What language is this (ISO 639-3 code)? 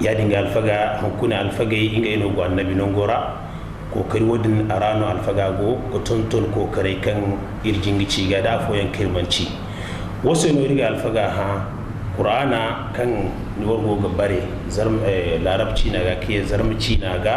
dje